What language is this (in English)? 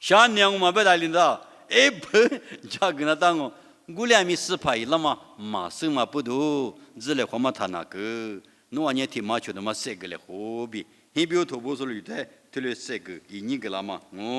Lisu